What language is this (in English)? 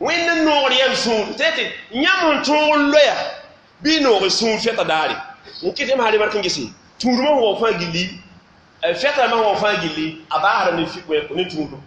Mossi